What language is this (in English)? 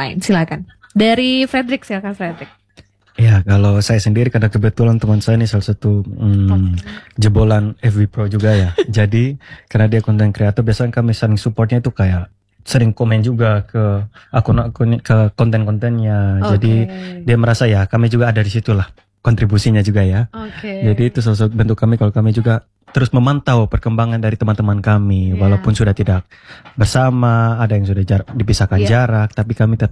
Indonesian